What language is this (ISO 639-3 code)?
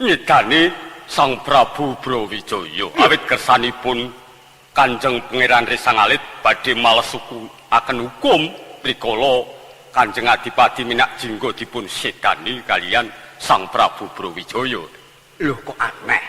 jav